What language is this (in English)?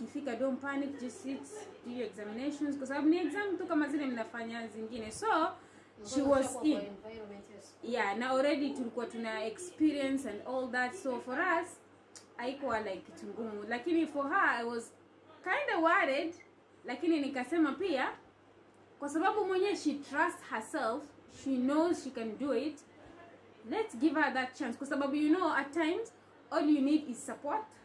Swahili